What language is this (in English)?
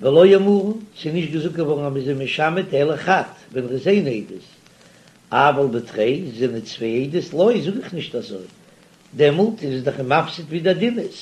Yiddish